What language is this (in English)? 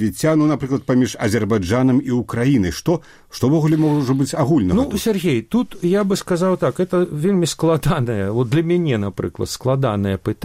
Belarusian